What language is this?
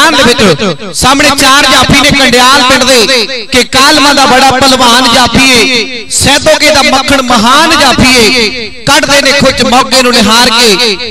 Punjabi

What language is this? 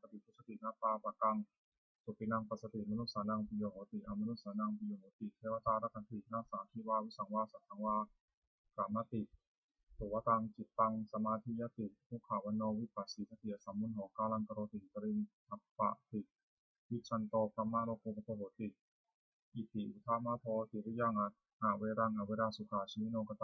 Pali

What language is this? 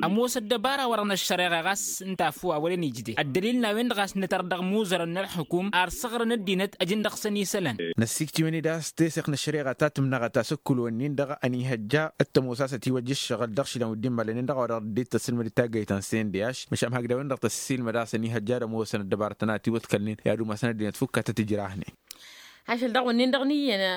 Tamasheq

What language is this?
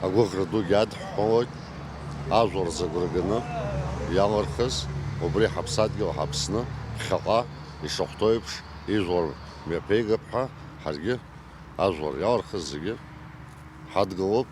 Abkhazian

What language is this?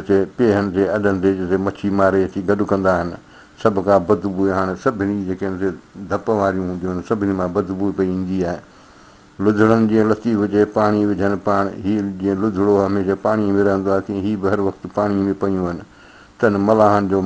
Sindhi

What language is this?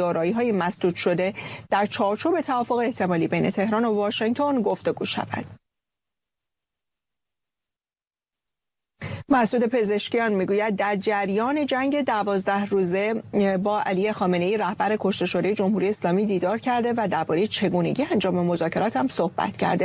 Persian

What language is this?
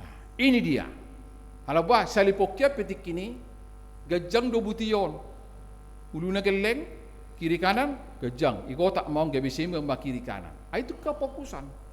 Batak Toba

